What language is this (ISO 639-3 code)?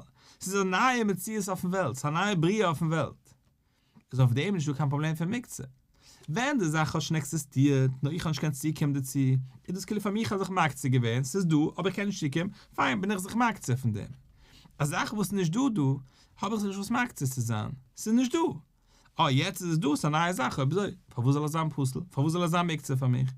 yid